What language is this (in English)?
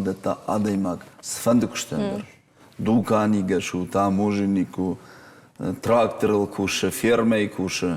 Ossetic